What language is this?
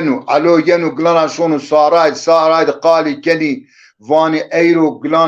Zaza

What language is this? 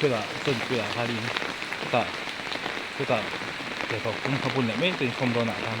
Mizo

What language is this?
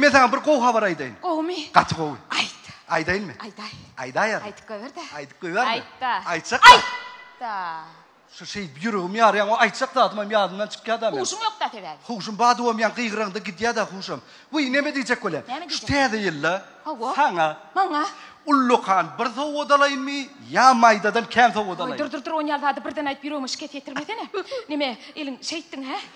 Turkmen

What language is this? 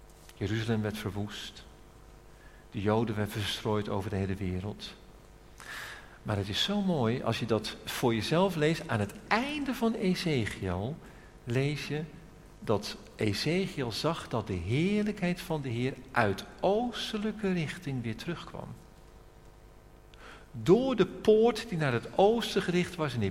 Dutch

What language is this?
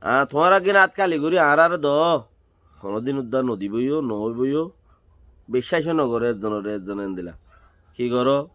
Rohingya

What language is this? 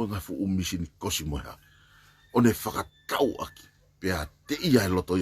Tongan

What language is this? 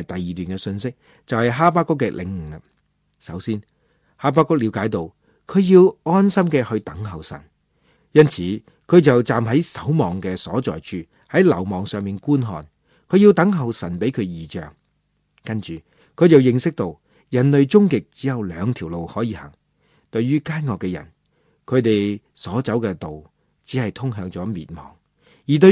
Cantonese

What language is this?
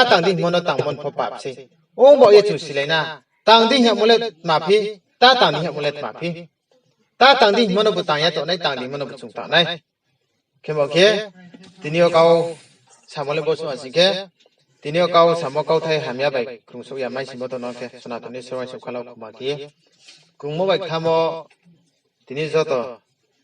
Riang (India)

